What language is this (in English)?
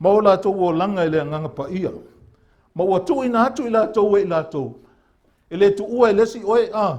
Samoan